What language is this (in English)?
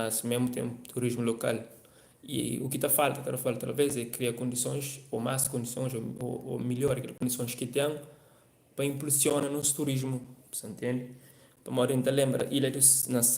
Kabuverdianu